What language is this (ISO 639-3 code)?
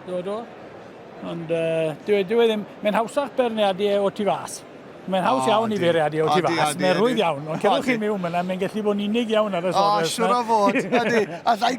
cym